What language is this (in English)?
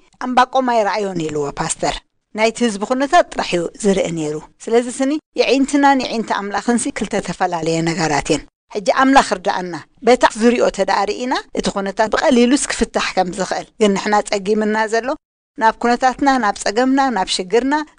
Tigrinya